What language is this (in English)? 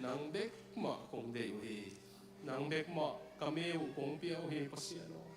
Tedim Chin